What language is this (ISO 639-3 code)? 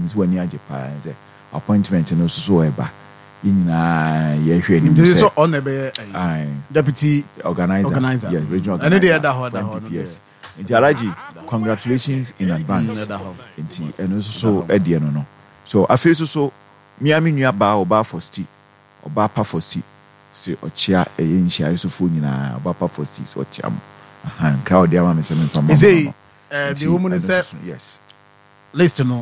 aka